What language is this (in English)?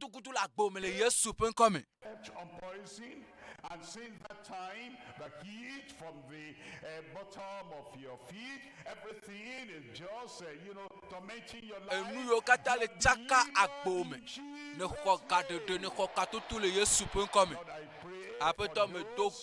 Ewe